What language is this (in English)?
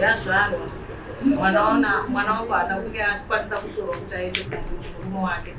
Shona